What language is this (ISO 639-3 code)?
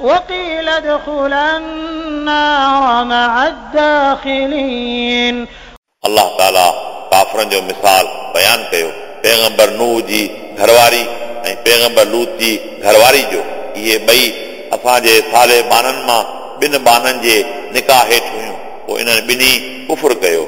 snd